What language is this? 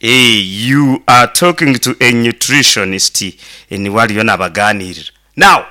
Nyankole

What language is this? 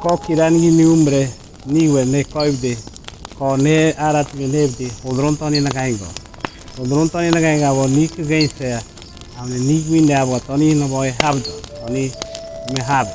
Ngäbere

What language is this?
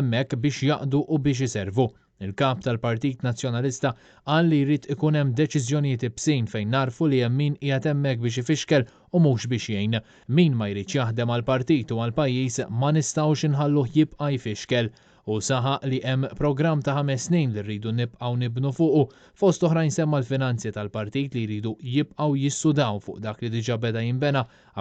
Maltese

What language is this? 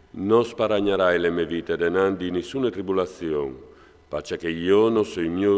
Friulian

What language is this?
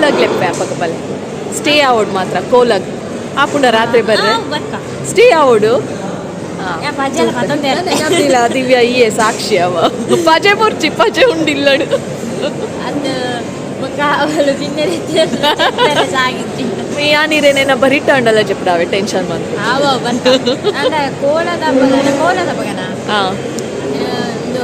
Tulu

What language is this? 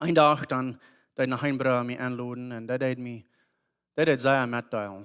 Plautdietsch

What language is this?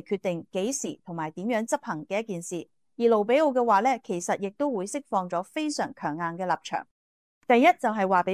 Cantonese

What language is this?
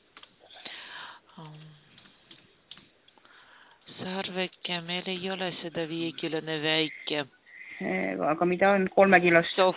Estonian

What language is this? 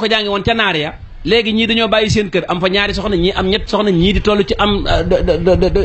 Wolof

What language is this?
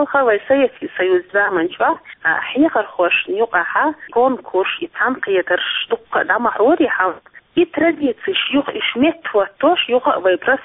Chechen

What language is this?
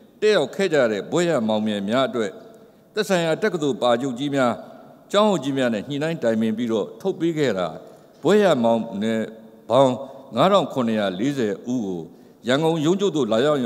Burmese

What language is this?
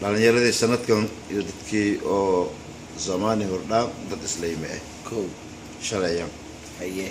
Somali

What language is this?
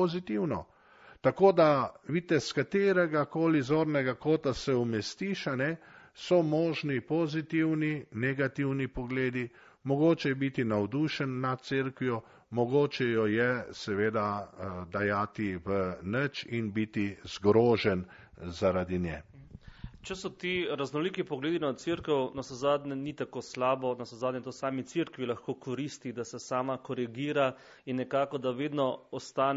Slovenian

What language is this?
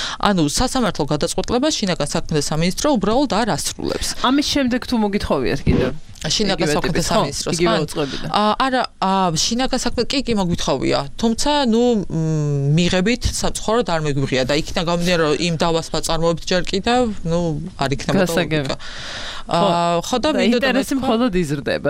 Georgian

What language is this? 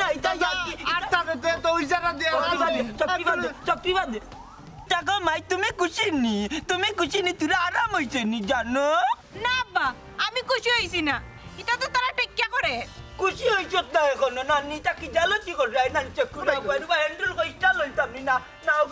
Sylheti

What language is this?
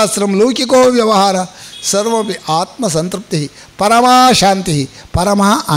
Sanskrit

